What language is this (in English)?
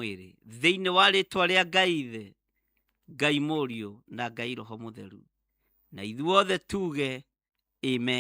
Kikuyu